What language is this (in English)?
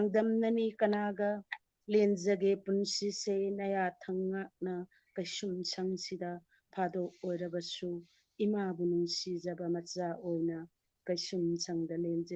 Manipuri